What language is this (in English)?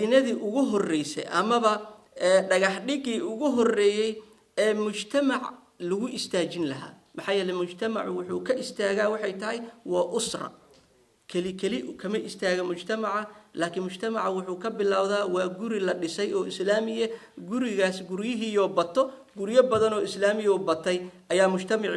Somali